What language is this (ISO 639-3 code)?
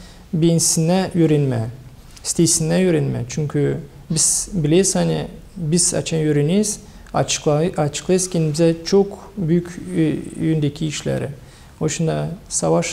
gag